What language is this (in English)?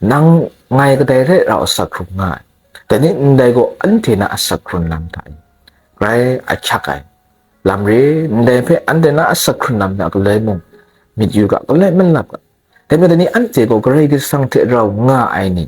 Kachin